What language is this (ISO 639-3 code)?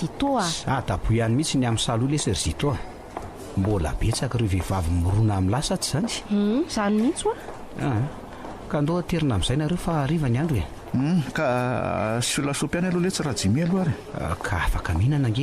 mlg